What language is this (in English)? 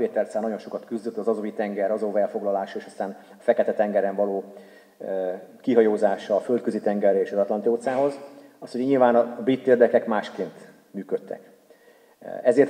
Hungarian